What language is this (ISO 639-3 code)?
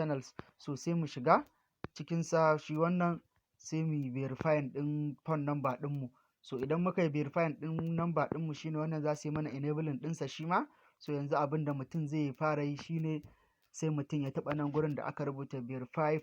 hau